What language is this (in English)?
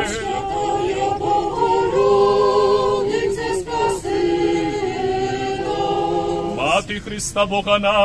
Rusyn